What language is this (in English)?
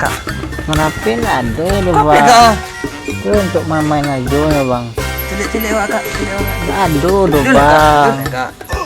Minangkabau